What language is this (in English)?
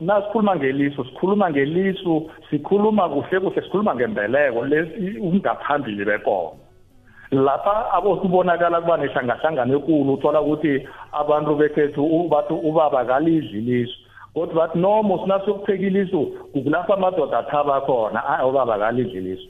South Ndebele